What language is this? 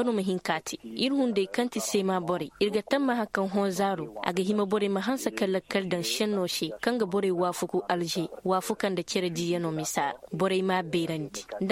Zarma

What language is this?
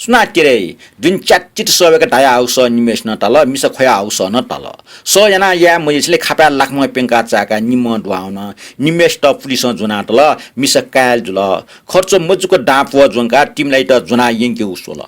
Newari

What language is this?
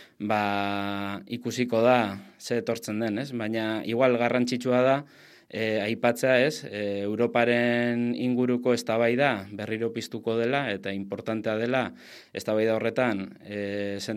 Basque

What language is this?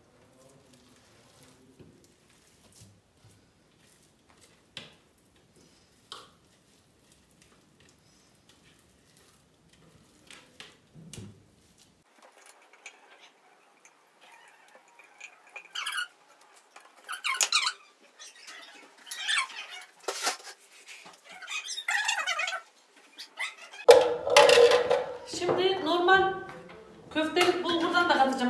Turkish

